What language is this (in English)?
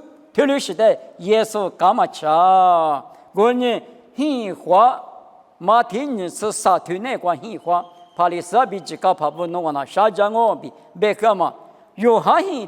Lisu